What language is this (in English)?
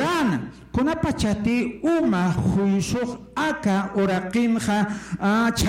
Aymara